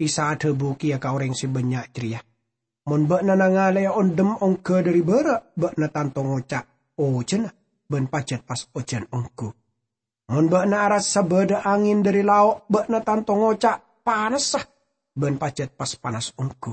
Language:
Madurese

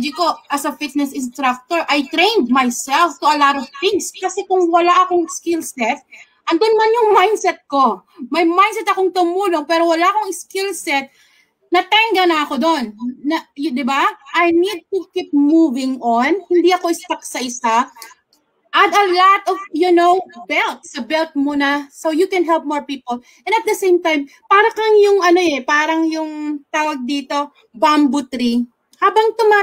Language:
Filipino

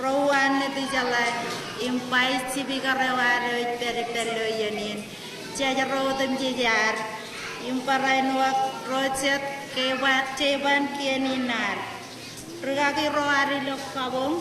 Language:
Marshallese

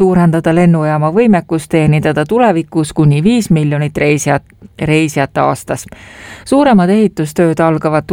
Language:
Estonian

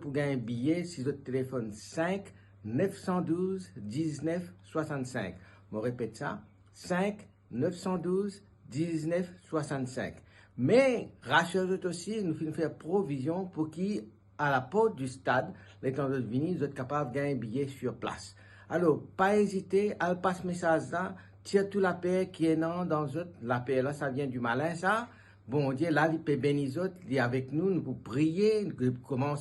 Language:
Morisyen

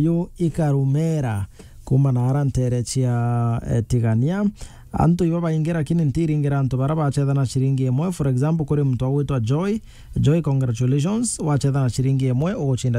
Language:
Meru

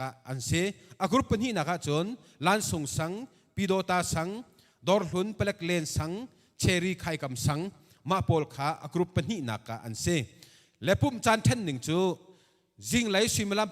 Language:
Hakha Chin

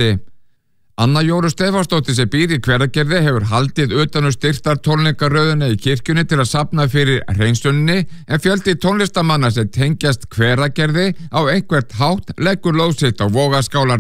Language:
Icelandic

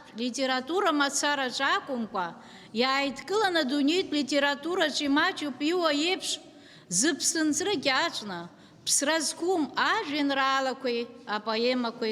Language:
Abkhazian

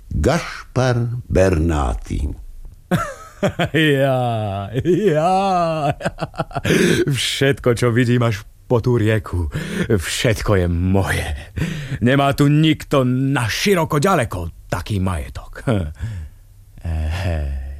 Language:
Slovak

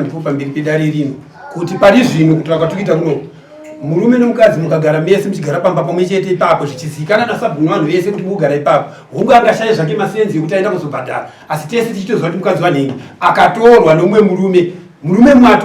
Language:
Shona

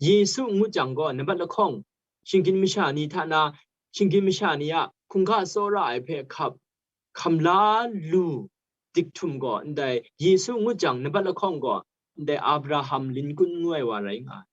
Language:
Kachin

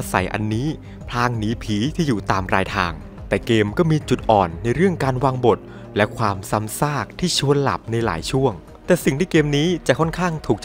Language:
Thai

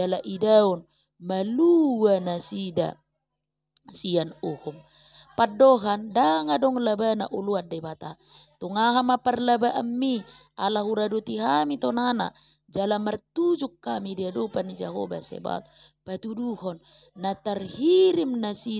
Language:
Batak Toba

